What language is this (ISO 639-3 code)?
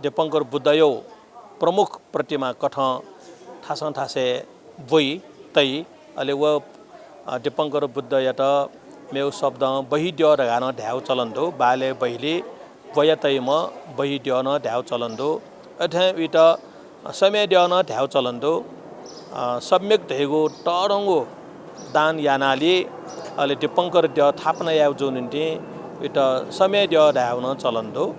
new